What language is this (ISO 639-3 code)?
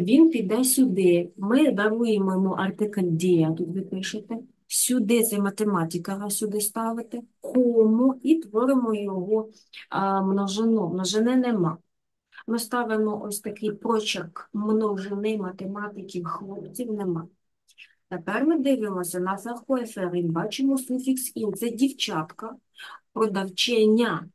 ukr